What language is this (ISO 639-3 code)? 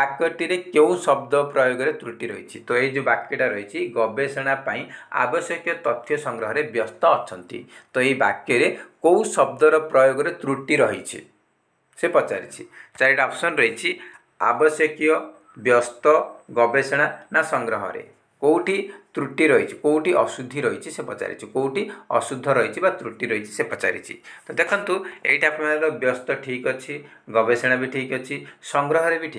ori